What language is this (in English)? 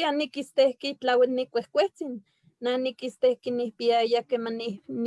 Eastern Huasteca Nahuatl